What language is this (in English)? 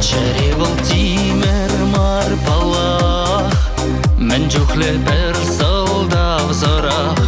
Chuvash